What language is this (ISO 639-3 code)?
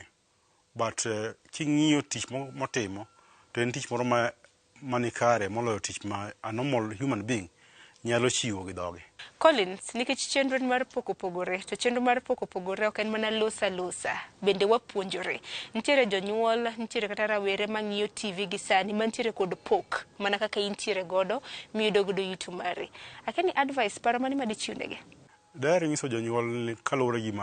luo